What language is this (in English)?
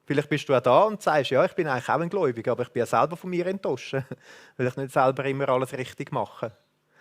Swiss German